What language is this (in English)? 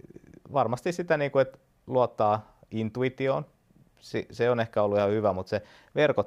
Finnish